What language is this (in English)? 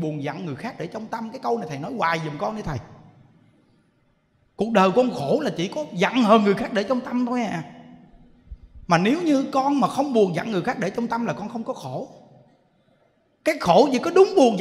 Vietnamese